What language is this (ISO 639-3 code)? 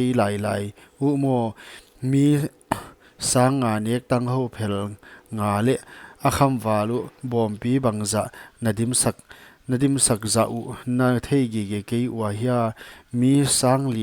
pck